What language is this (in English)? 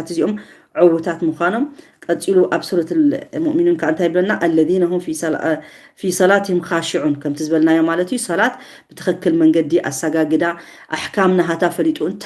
Tigrinya